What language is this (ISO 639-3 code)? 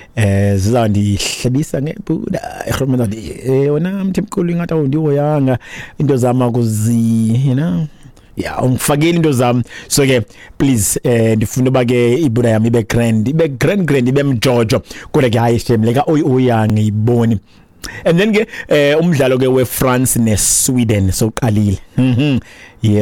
xho